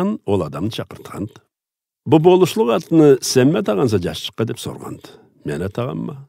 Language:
Karachay-Balkar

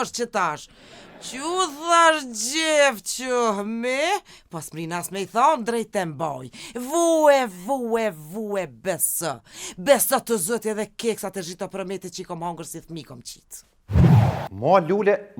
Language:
Albanian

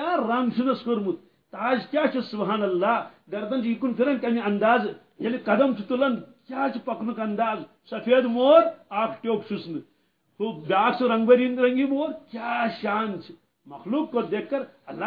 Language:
Kashmiri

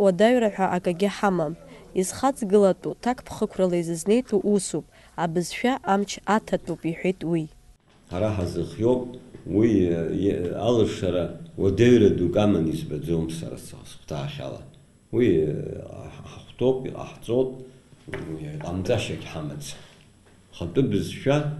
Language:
Abkhazian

